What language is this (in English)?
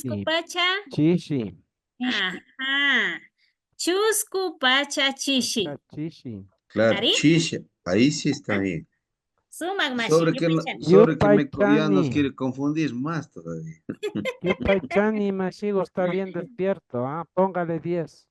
Imbabura Highland Quichua